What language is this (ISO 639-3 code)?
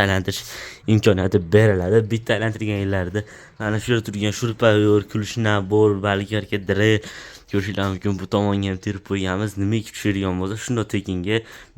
uzb